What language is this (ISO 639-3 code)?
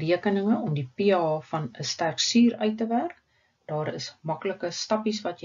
afr